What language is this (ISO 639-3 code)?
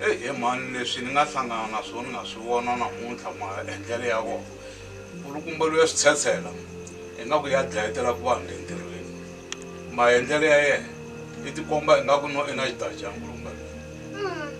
tso